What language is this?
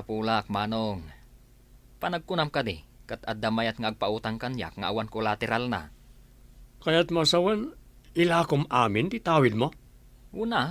Iloko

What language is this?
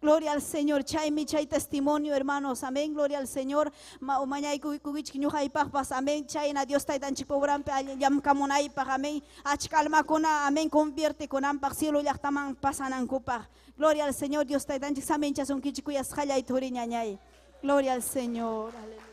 Ayacucho Quechua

